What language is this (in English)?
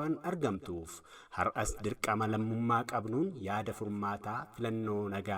Oromo